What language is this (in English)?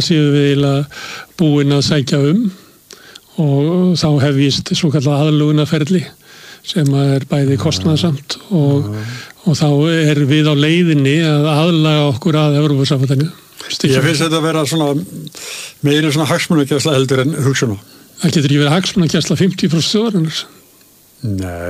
Icelandic